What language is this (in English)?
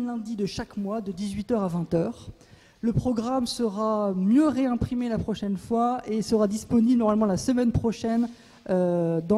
French